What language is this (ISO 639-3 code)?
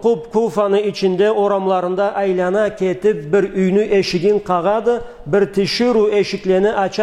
krc